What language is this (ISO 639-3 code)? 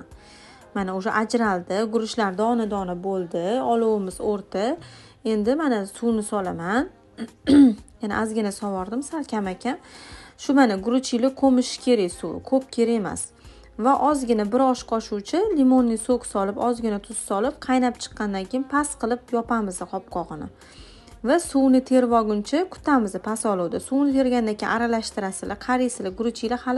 uzb